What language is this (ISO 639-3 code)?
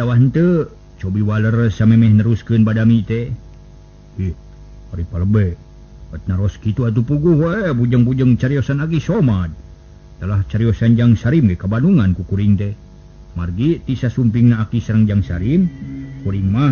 sun